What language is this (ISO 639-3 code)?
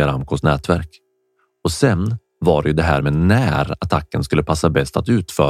swe